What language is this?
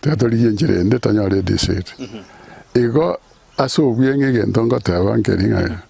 Gusii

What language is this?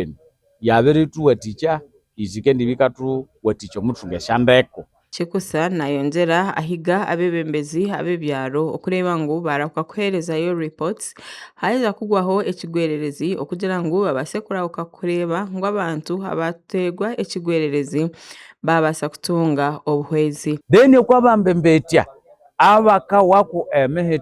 Nyankole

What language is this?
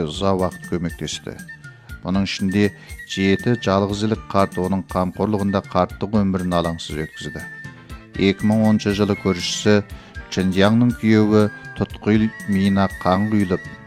Kazakh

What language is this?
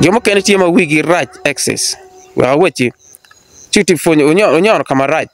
Acoli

